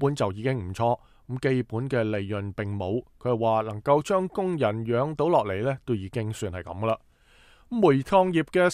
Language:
Cantonese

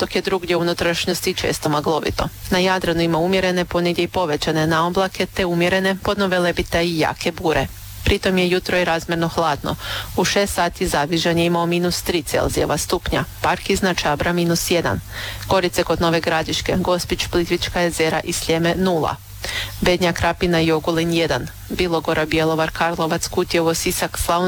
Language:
Croatian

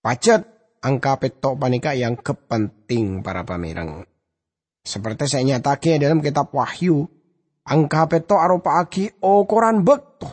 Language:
Madurese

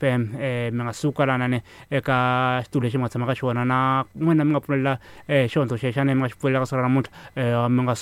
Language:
Tsonga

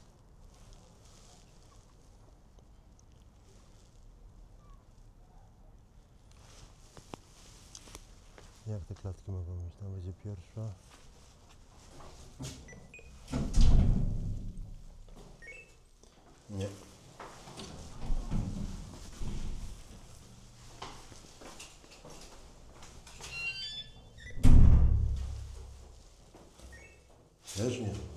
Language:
Polish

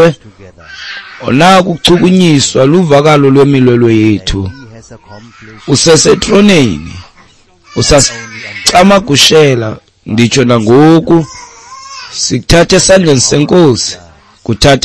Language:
Xhosa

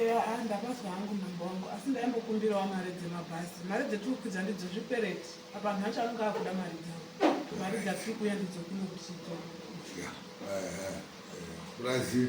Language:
Shona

